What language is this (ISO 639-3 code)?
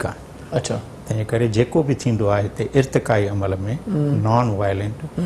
snd